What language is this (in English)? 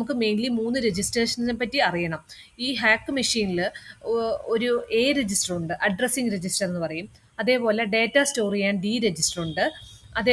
Malayalam